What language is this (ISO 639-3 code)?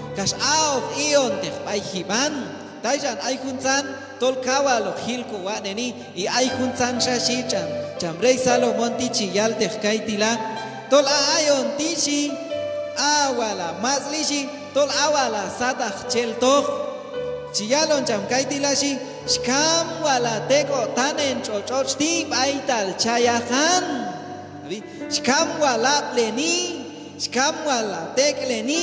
kjb